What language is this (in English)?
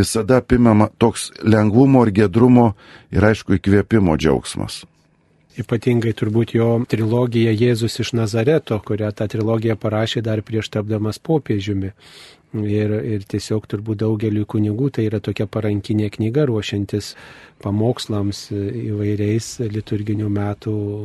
Lithuanian